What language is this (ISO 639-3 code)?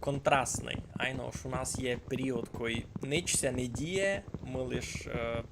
rue